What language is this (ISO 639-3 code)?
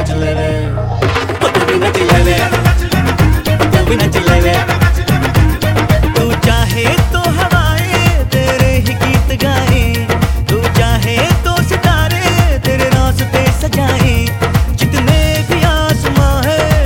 hin